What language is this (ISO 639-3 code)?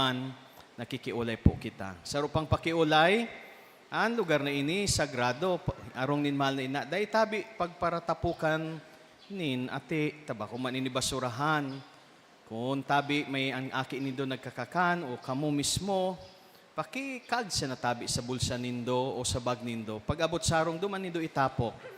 bik